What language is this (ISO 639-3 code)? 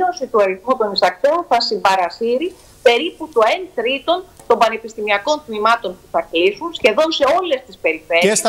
ell